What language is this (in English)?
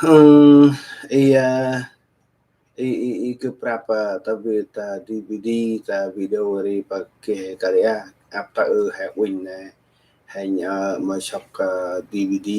Central Mnong